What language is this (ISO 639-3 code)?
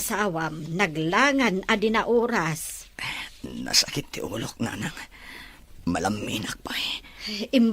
ilo